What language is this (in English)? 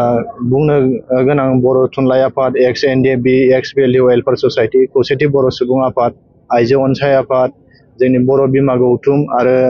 Bodo